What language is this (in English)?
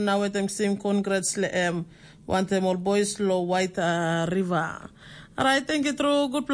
Tok Pisin